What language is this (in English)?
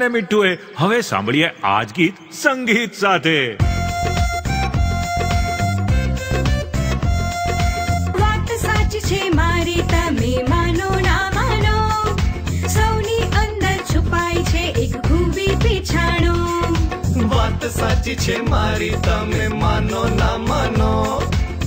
Gujarati